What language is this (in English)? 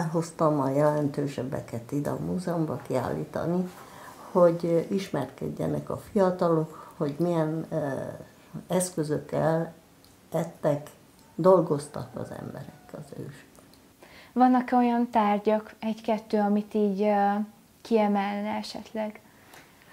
Hungarian